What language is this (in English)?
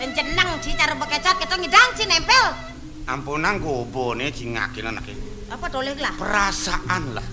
Balinese